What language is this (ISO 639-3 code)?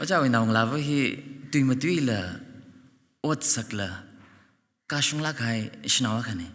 nmf